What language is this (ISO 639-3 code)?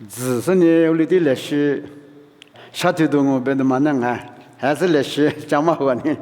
lis